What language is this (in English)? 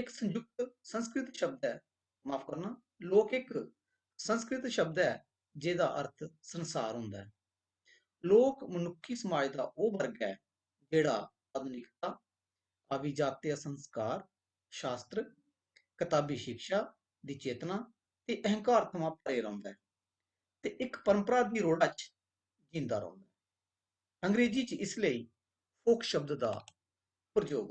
Dogri